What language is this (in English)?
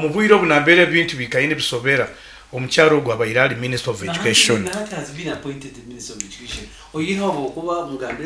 Nyoro